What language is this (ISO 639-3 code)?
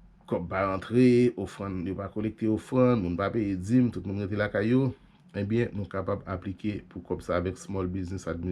hat